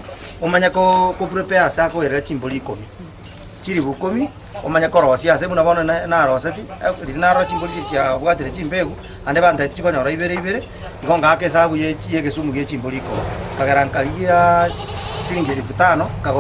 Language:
Gusii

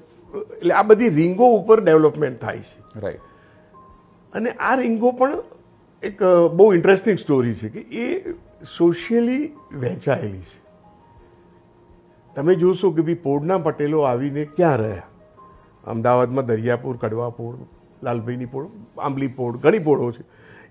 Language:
Gujarati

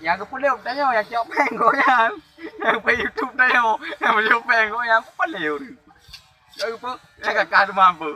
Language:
Achinese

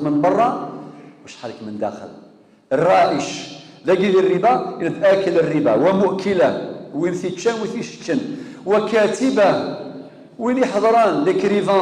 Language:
Kabyle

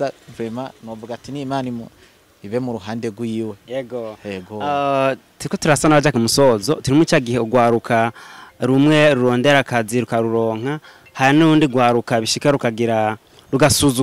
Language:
Rundi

